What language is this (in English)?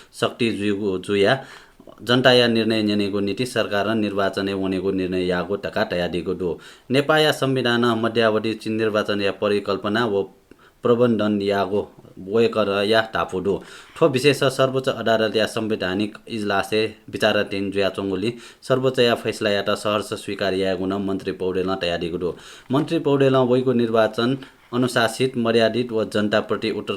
Newari